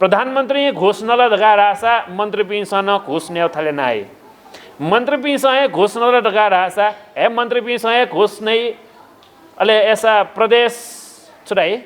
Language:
Newari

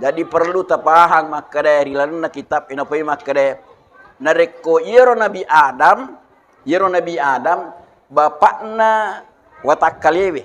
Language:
Buginese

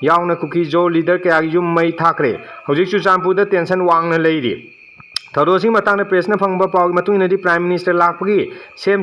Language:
Manipuri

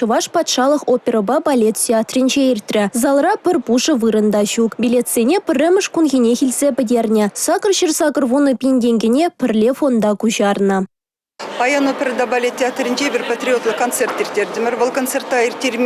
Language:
Chuvash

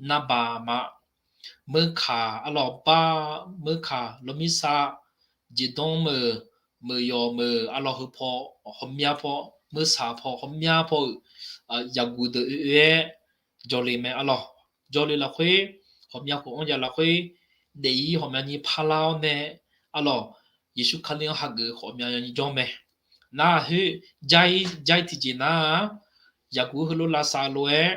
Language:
Akha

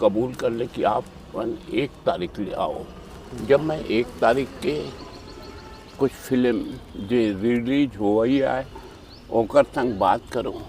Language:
Chhattisgarhi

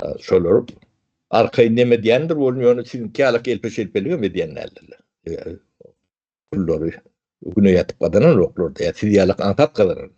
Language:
Turkmen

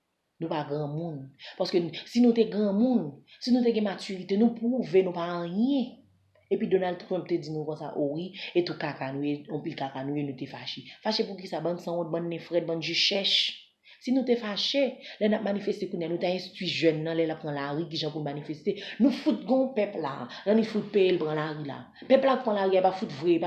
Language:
Haitian Creole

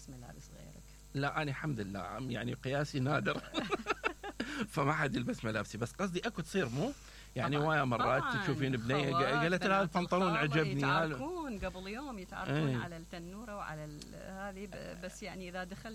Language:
Mesopotamian Arabic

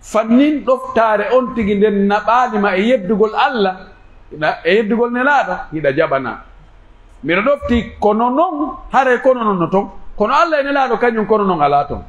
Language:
Pular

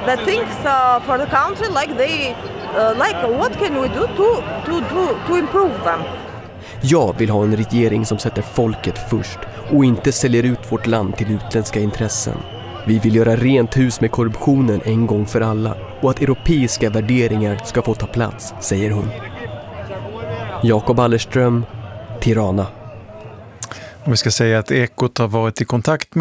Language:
Swedish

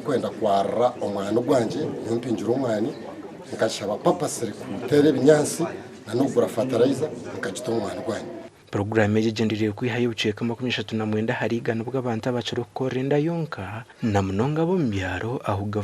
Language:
Nyankole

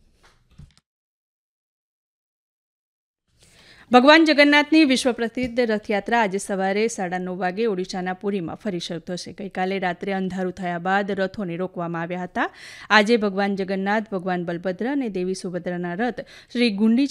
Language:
Gujarati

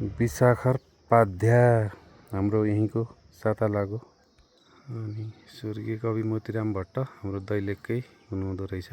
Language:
Nepali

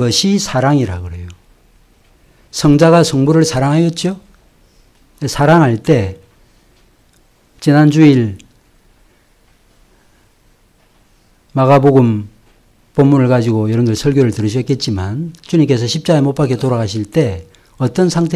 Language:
Korean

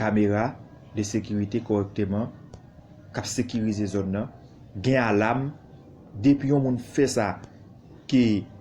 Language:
Haitian Creole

